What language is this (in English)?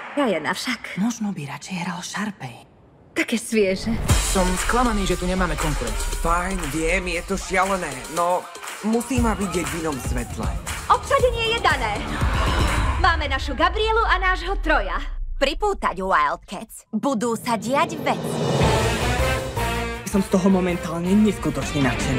Slovak